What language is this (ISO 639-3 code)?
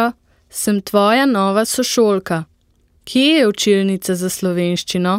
slv